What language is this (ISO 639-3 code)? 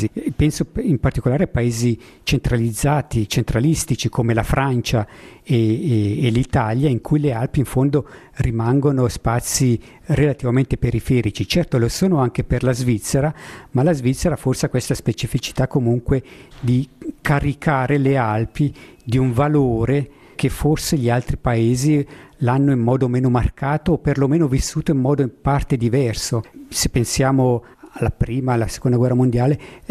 ita